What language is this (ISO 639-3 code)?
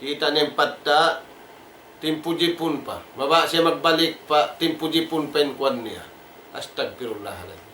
tsg